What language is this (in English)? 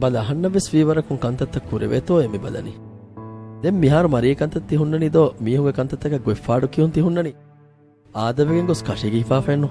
Divehi